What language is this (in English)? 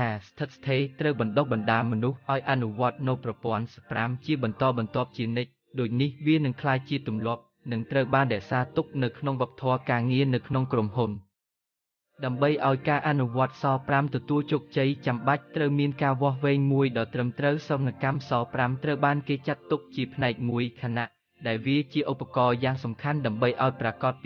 Khmer